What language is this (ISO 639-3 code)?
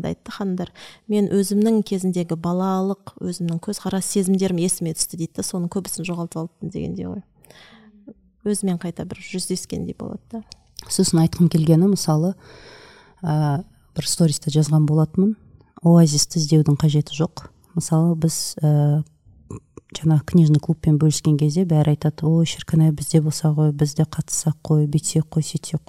kaz